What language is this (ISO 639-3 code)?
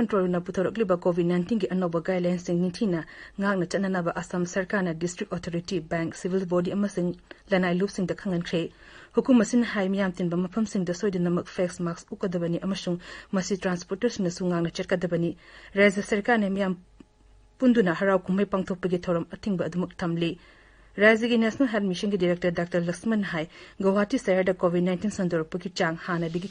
mni